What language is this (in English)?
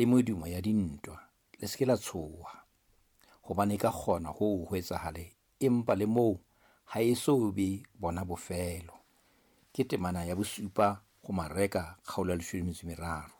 Southern Sotho